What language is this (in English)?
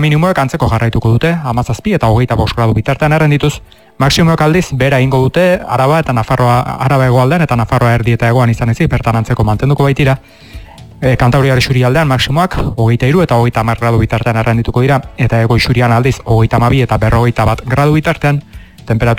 Basque